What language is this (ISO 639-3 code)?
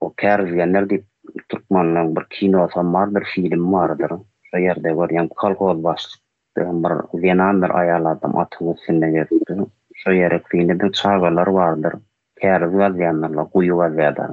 tuk